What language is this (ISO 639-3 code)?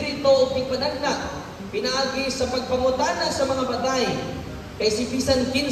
ceb